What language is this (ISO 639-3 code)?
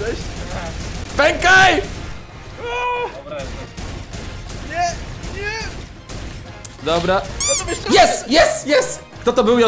pol